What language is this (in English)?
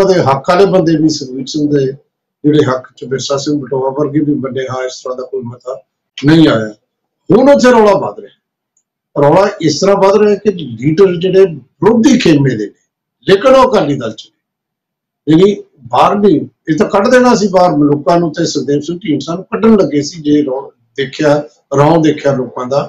Punjabi